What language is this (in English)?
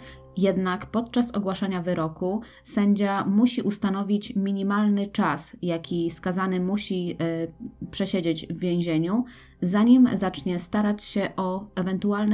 Polish